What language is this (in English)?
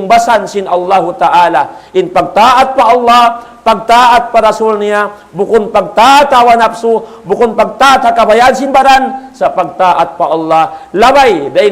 Tausug